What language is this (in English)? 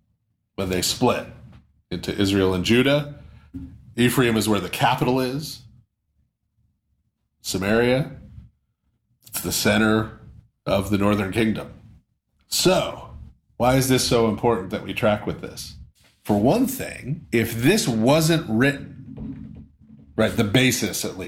English